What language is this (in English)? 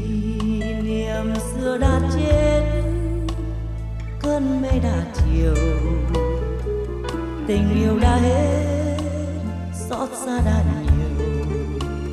Vietnamese